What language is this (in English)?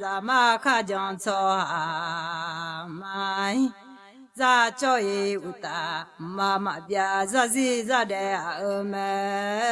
Akha